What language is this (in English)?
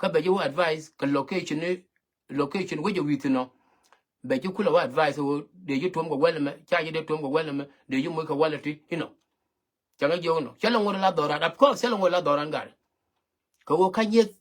Nuer